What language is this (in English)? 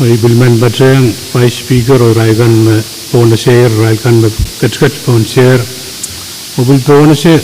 Pohnpeian